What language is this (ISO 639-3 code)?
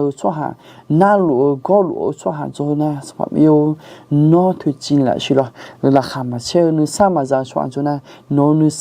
ahk